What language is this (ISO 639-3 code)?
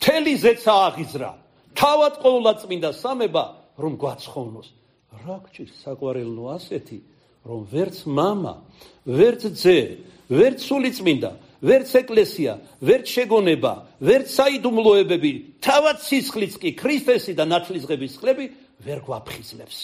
kat